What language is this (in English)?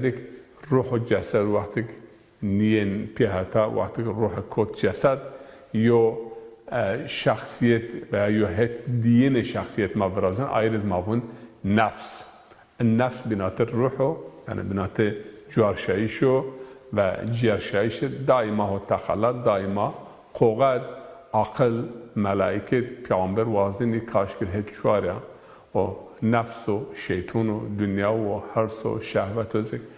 Zaza